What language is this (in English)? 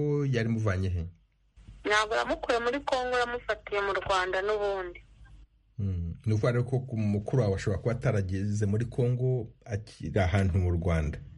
Kinyarwanda